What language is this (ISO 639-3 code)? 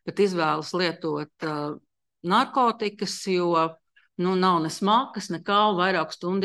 lav